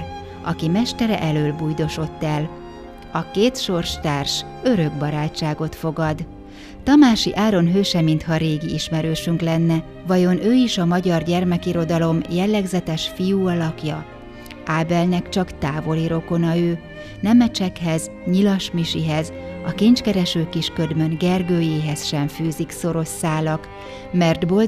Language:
Hungarian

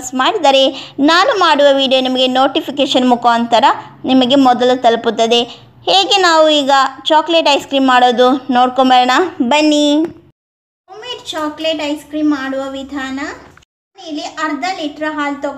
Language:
Kannada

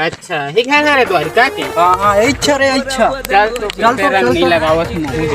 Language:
Chhattisgarhi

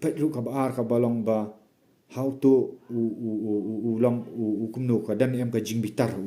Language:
Khasi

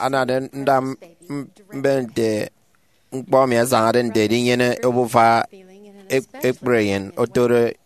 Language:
Efik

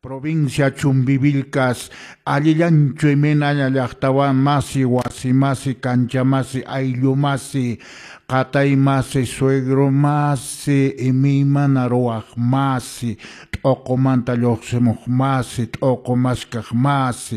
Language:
Quechua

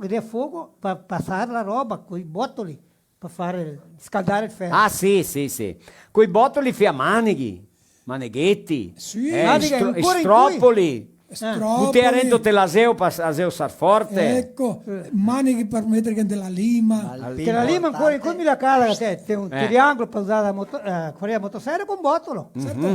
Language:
Venetian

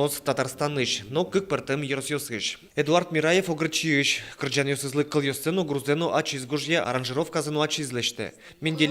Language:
Udmurt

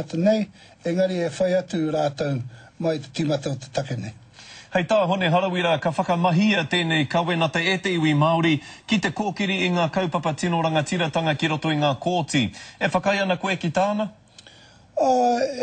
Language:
Māori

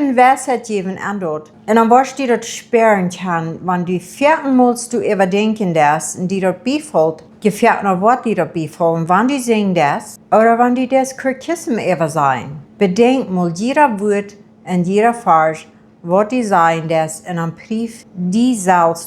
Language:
Plautdietsch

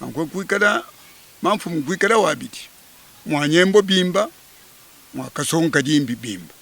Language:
Luba-Lulua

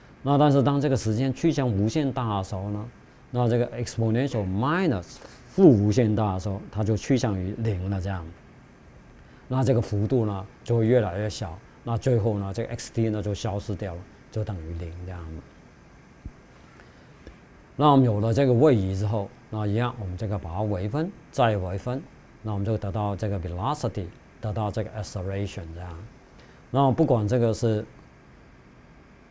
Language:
Chinese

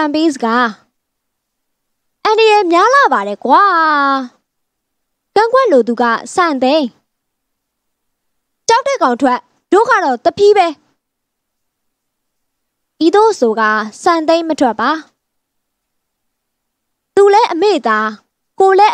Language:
Burmese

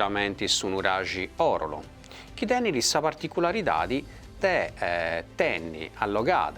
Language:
Sardinian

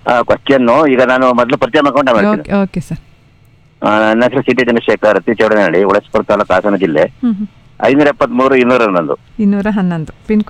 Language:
Kannada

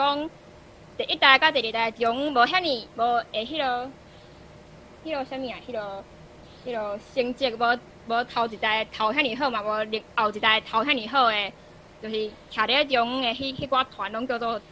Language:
Min Nan Chinese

